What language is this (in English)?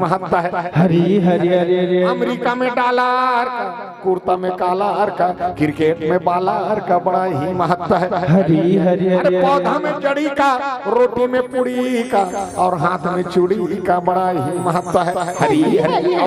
Chhattisgarhi